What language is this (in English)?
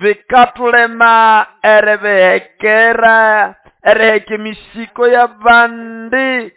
Nande